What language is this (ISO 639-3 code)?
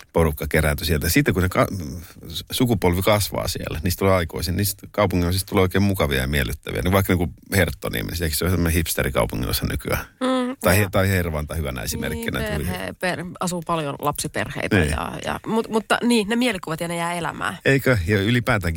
fin